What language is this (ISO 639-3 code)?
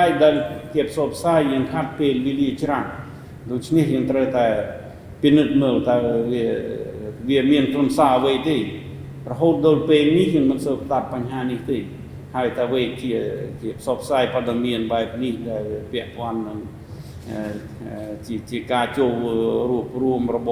khm